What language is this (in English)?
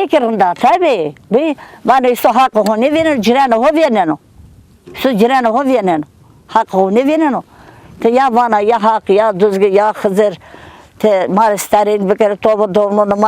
Zaza